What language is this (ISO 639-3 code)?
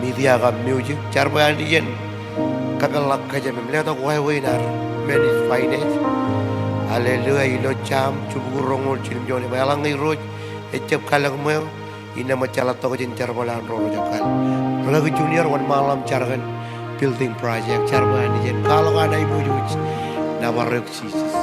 mah